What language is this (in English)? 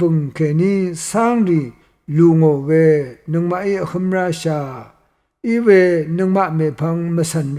Rawang